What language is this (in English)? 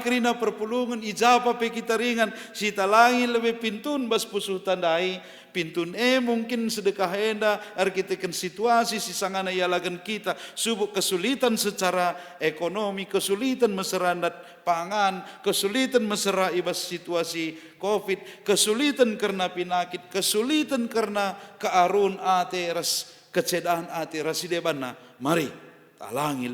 Batak Karo